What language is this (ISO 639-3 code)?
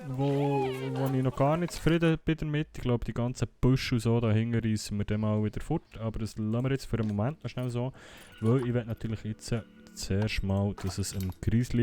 gsw